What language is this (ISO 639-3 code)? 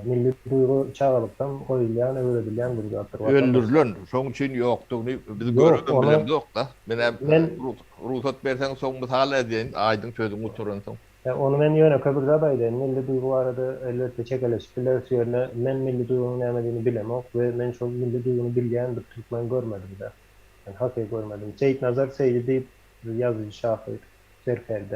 tuk